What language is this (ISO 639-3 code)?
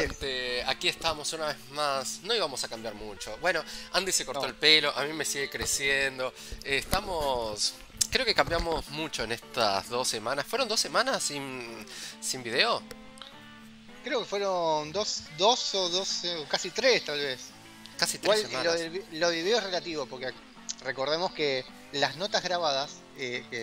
spa